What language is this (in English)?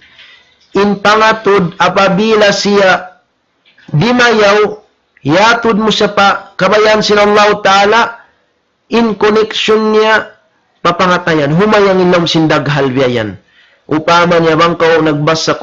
Tausug